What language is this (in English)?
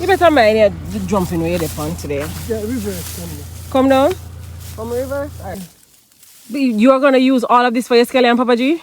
Jamaican Creole English